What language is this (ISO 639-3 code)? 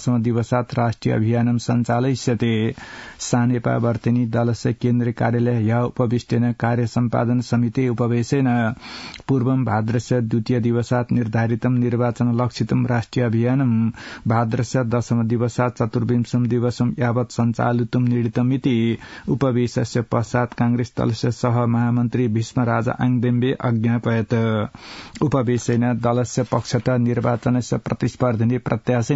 san